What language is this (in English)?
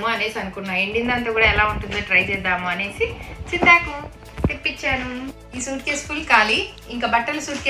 Telugu